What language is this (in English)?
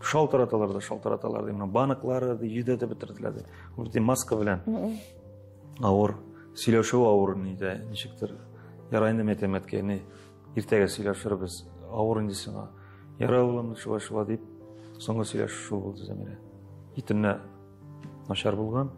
Tatar